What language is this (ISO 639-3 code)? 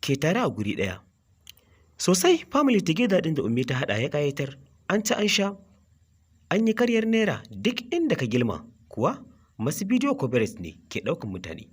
hau